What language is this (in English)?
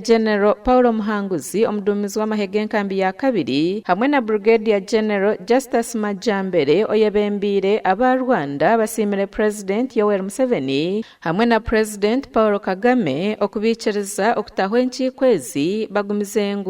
Nyankole